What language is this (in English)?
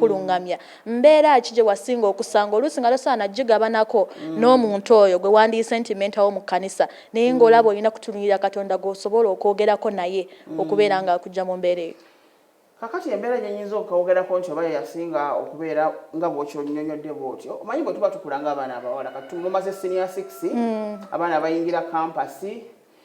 Ganda